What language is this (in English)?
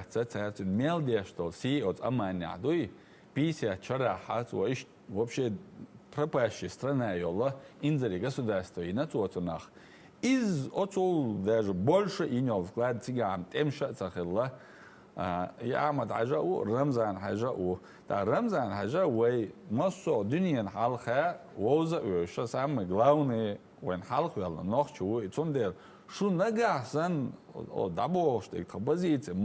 Chechen